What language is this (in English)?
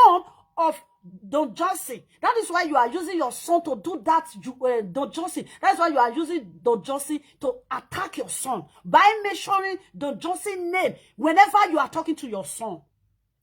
Nigerian Pidgin